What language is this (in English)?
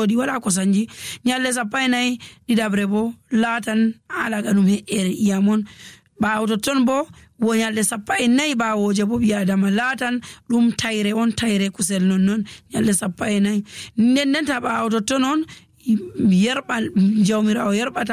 Nigerian Fulfulde